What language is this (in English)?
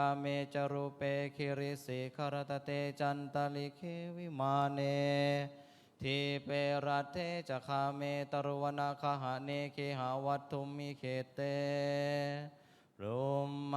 Pali